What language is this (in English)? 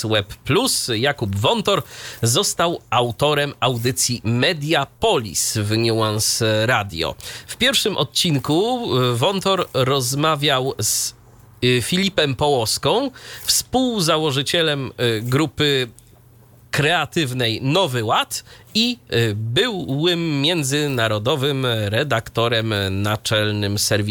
Polish